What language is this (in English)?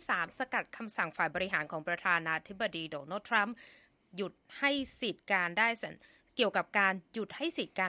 Thai